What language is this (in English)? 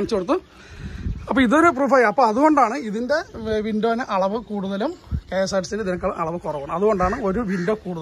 Malayalam